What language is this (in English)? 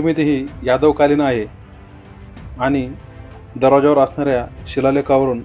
Marathi